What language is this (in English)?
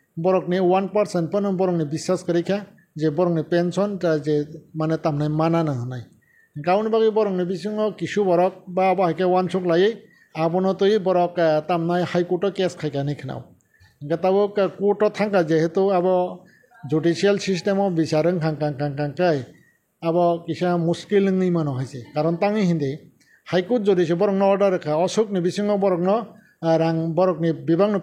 Kok Borok